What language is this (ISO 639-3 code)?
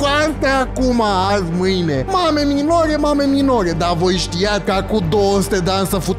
ron